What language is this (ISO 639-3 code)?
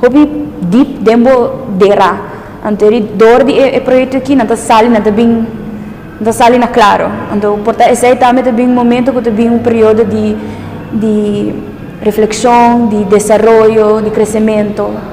pap